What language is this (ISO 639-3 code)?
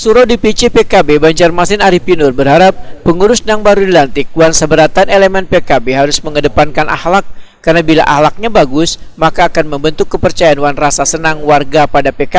bjn